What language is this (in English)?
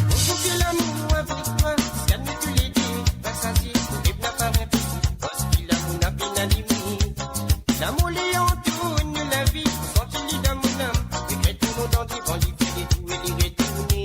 Morisyen